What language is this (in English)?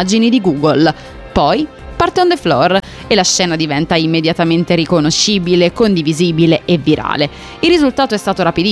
Italian